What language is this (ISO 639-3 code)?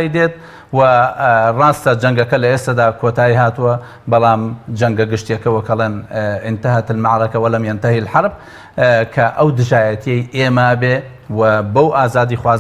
ckb